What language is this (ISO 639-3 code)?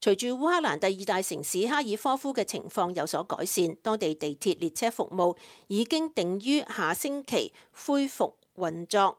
yue